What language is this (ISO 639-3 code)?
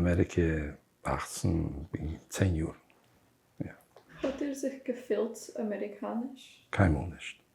yid